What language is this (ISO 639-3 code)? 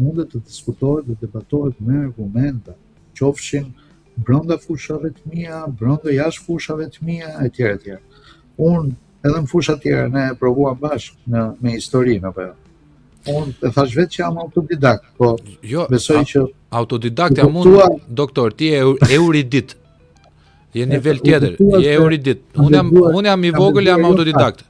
sqi